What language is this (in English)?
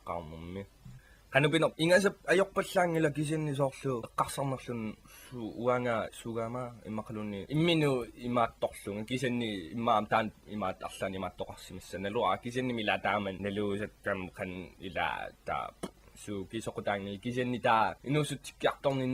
Kalaallisut